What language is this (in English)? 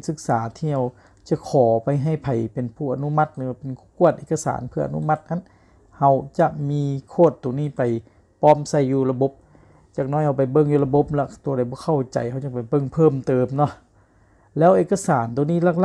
Lao